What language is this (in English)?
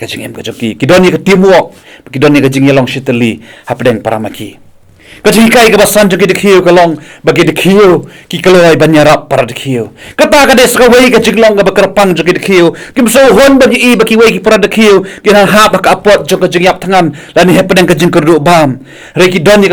Khasi